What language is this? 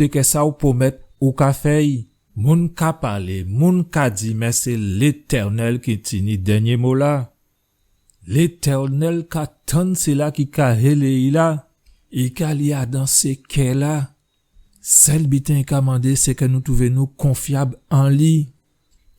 Guadeloupean Creole French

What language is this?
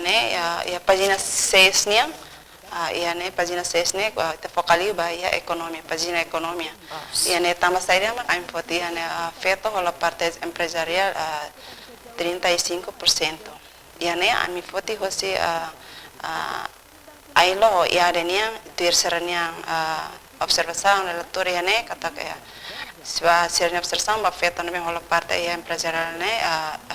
Tetum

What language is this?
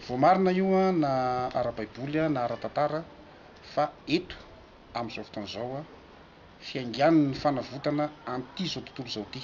Malagasy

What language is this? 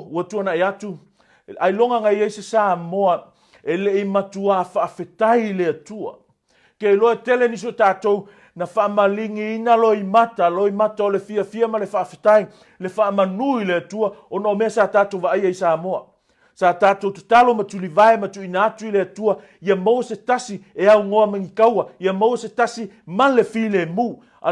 Samoan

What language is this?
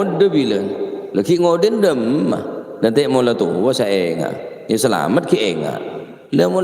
Madurese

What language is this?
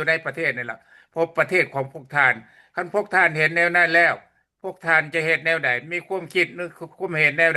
Lao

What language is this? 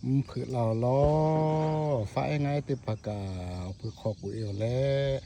Lahu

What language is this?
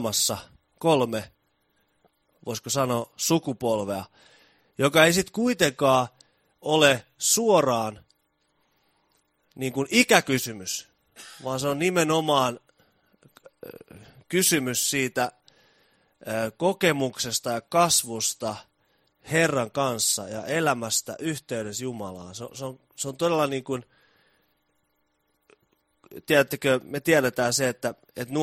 Finnish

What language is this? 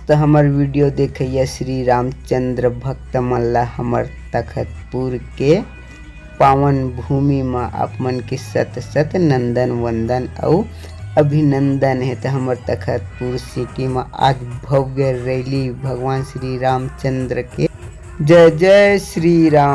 Chhattisgarhi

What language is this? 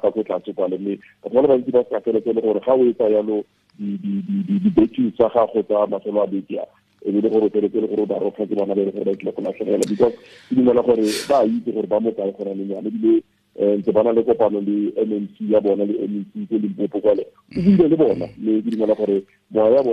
Tswana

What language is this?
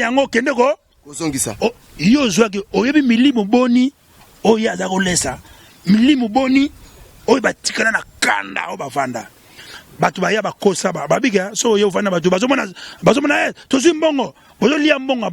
Lingala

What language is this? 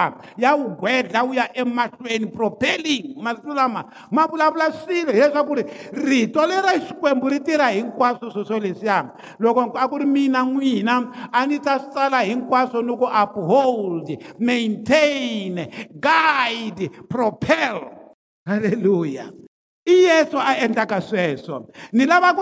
Tsonga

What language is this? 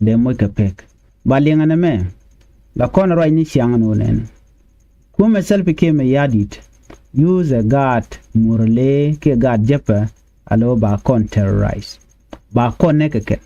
Nuer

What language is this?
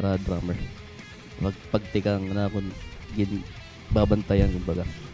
Waray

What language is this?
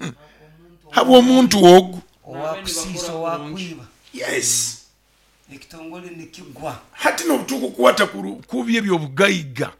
Nyoro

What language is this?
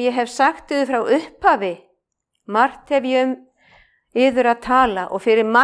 Icelandic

